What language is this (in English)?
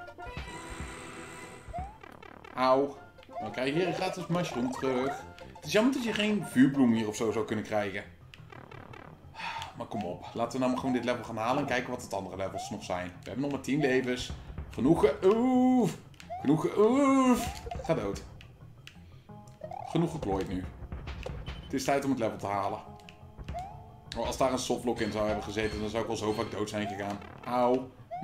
Dutch